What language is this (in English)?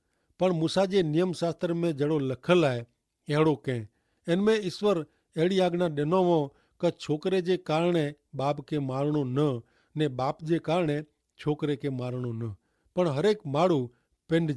Kachhi